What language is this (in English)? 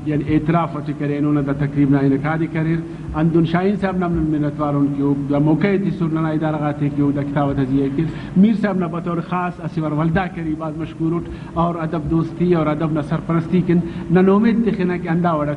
Brahui